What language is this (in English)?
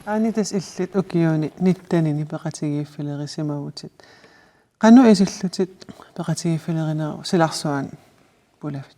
Kalaallisut